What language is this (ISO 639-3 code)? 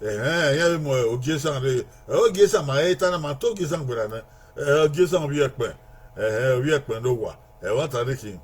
bin